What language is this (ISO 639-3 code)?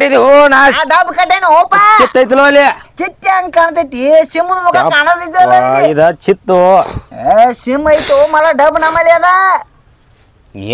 kan